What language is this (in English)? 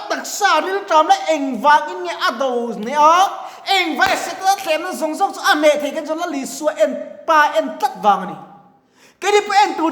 Mizo